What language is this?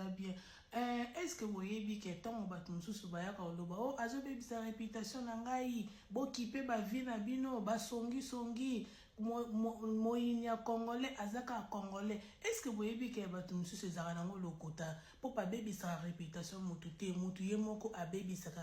Lingala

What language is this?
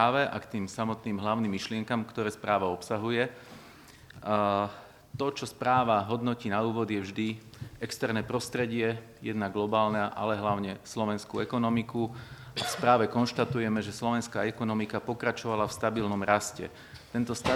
Slovak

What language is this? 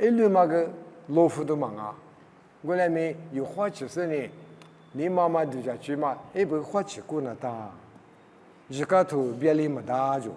Lisu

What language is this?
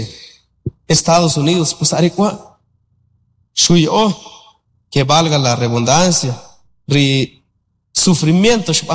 Kʼicheʼ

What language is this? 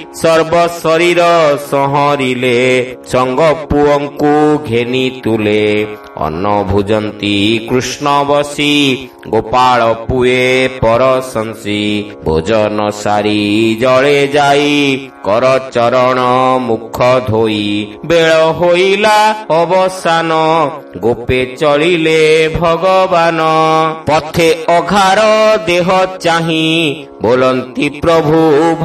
Odia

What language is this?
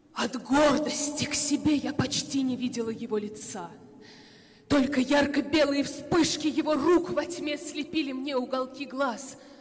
Russian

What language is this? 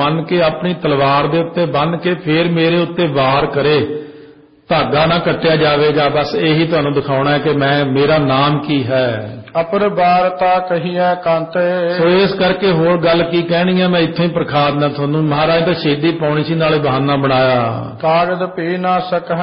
Punjabi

